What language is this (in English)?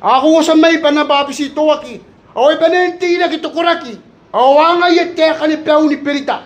Gilbertese